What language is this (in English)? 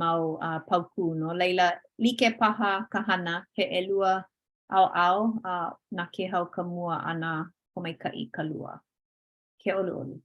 Hawaiian